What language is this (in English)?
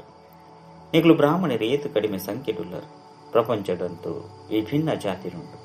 Tulu